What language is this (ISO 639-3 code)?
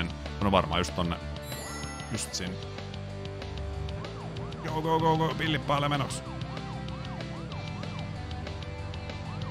fin